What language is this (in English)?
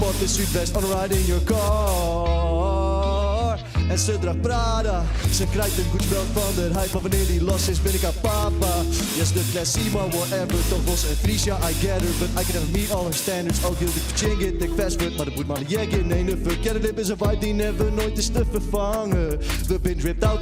Western Frisian